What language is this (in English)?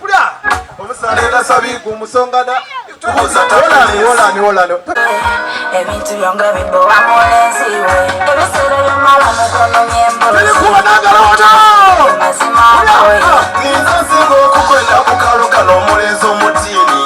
Soga